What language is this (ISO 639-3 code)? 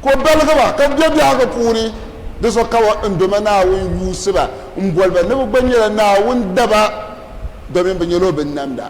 dag